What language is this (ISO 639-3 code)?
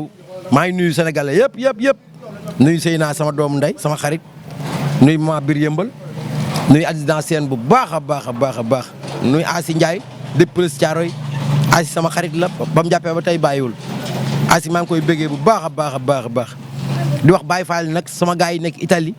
wol